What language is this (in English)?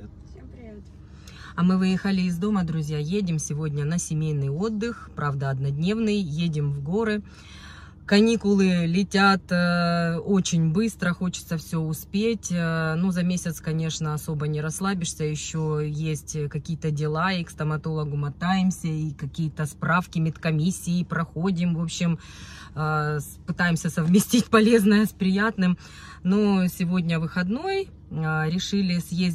Russian